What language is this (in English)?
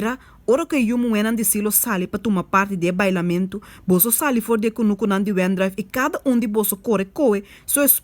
Papiamento